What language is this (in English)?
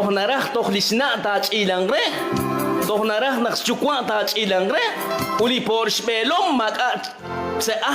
Kekchí